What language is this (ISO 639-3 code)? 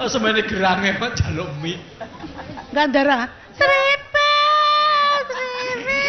jav